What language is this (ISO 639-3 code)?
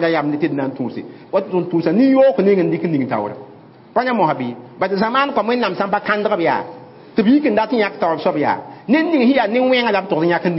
mos